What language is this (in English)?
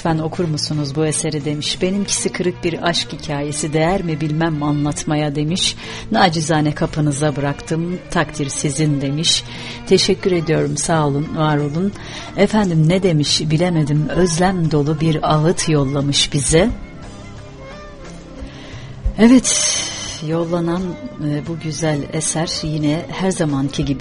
Turkish